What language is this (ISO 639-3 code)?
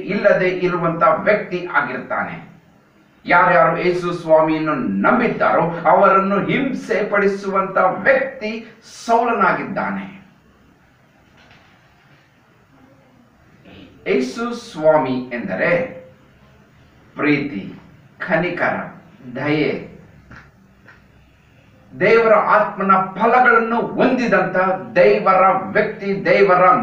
kan